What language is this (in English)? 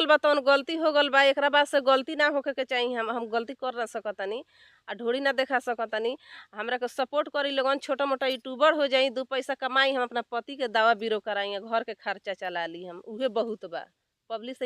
Bhojpuri